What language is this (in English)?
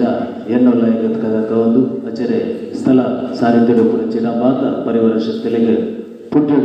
Tulu